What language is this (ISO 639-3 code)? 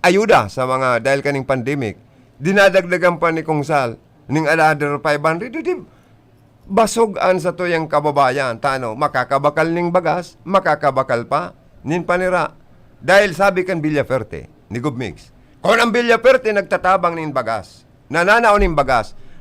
bik